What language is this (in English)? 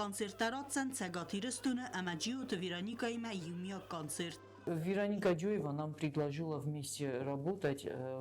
Ossetic